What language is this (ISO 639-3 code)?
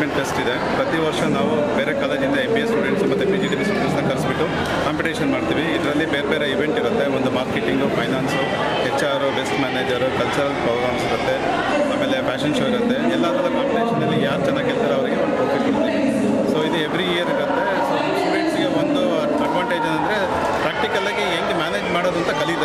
kan